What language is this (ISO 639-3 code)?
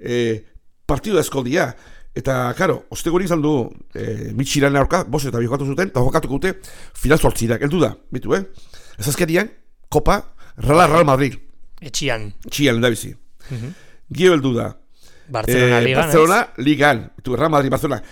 eus